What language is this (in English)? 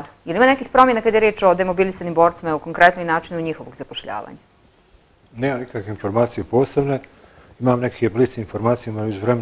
Bosnian